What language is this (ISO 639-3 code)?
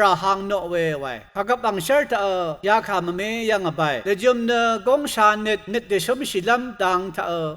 raw